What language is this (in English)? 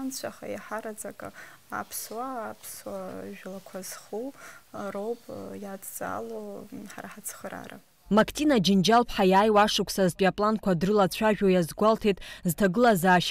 Abkhazian